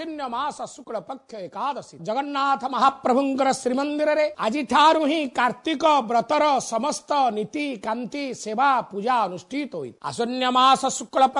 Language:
Odia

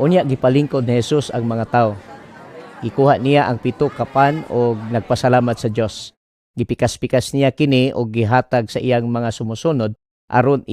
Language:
Cebuano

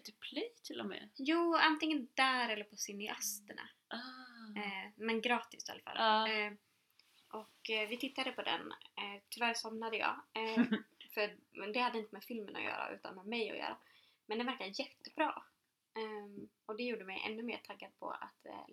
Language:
Swedish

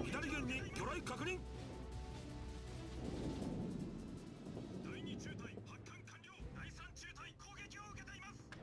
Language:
Japanese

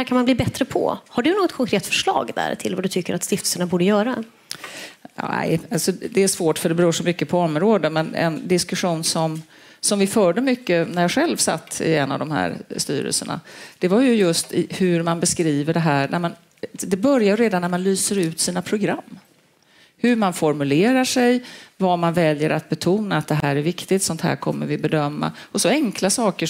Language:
Swedish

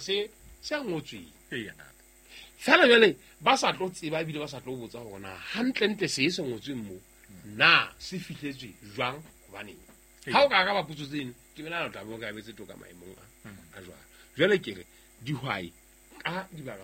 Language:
Southern Sotho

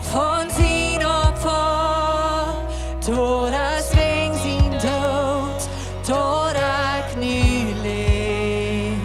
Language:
Plautdietsch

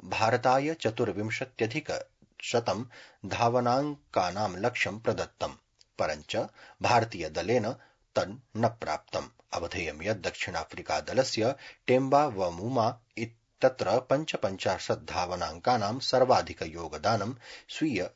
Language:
Sanskrit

